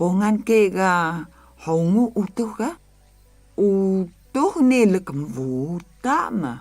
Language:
Atayal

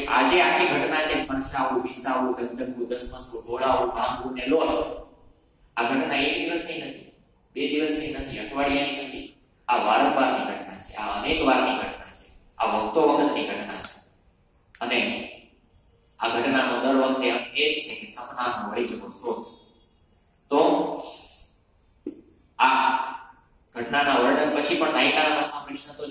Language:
Gujarati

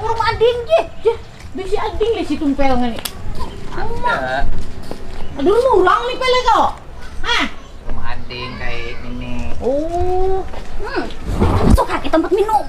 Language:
Banjar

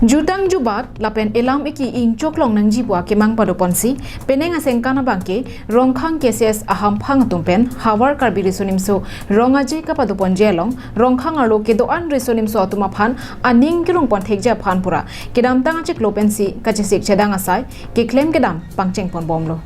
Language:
Karbi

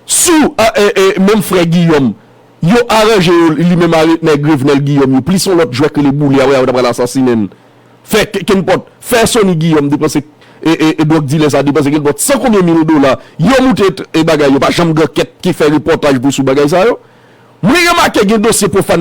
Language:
Haitian Creole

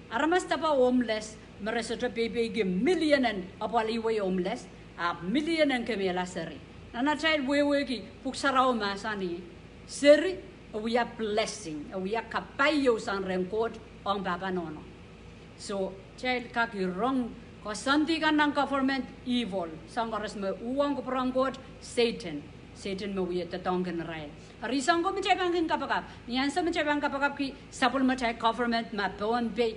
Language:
Pohnpeian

